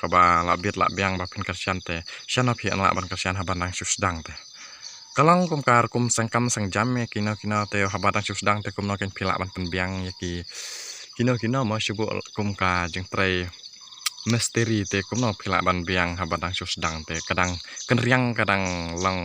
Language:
Khasi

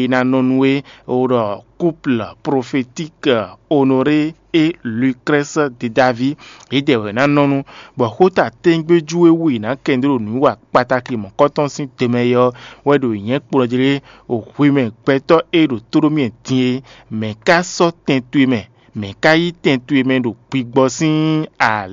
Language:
Fon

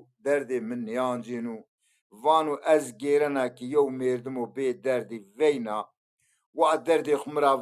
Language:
Zaza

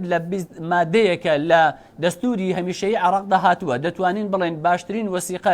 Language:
Central Kurdish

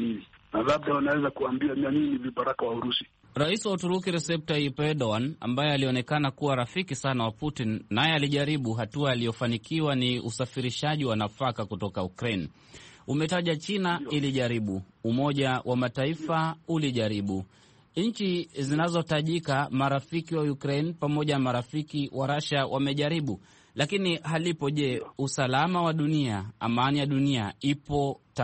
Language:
Swahili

